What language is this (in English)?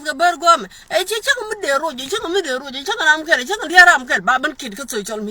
Nuer